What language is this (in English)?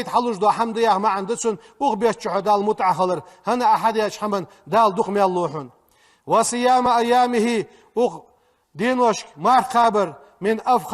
Ingush